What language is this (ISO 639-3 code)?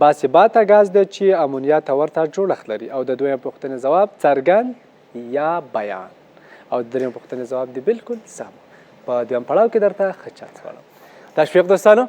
pus